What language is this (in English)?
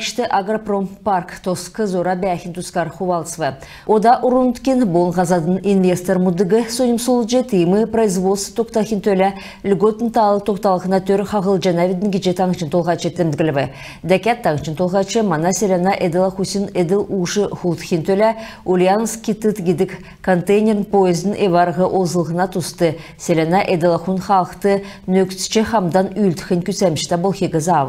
Kalmyk